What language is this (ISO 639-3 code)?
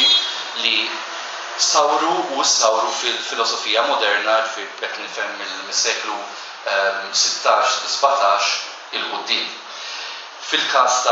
mlt